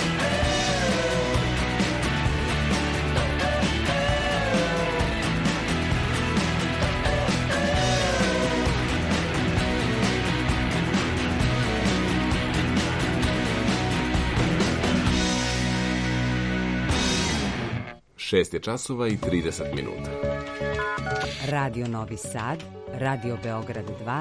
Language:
Serbian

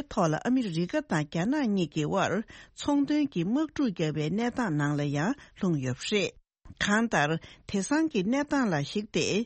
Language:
Tibetan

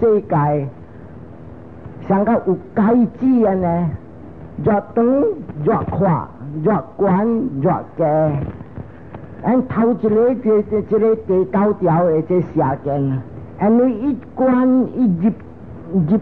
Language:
Min Nan Chinese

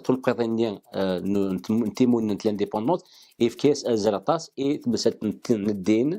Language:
Kabyle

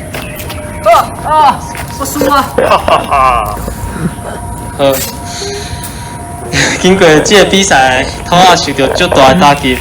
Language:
Min Nan Chinese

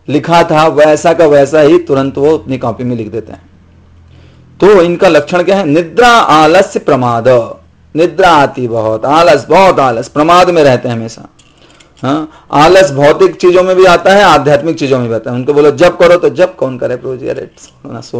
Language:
Hindi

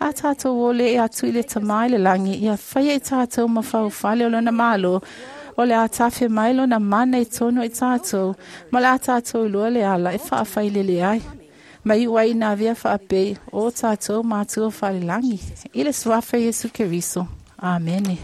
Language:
Samoan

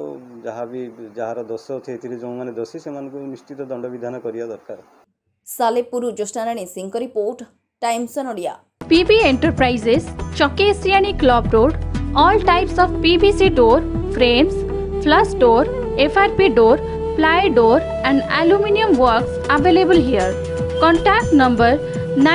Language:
Odia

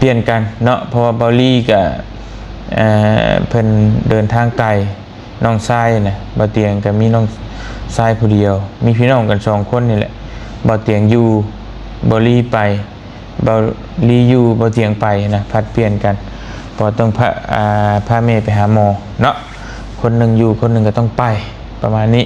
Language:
Lao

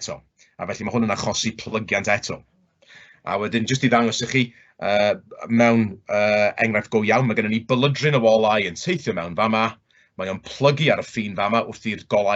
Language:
Welsh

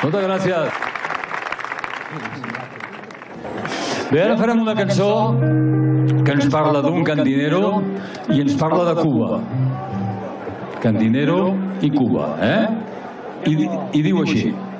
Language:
Catalan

